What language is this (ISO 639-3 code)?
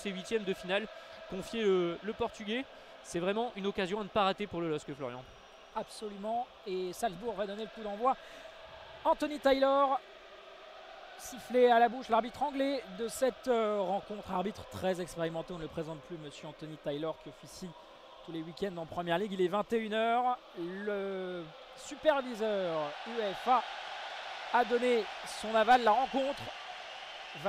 fra